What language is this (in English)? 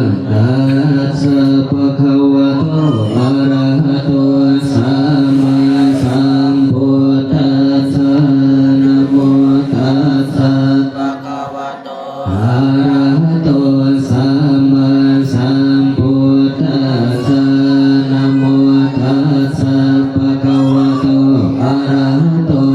Pali